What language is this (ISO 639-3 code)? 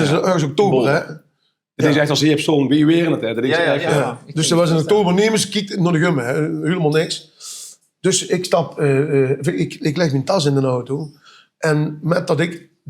lim